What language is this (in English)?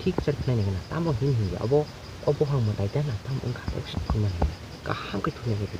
Kok Borok